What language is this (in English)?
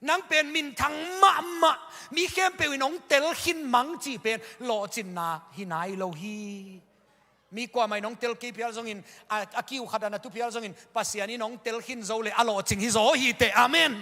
Tedim Chin